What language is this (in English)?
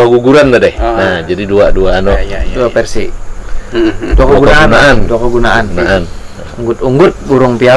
Banjar